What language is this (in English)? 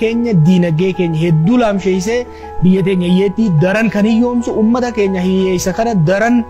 Oromo